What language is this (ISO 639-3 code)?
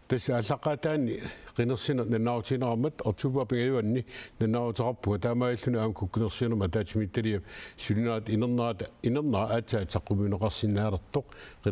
kal